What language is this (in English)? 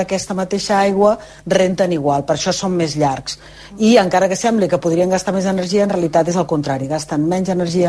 Catalan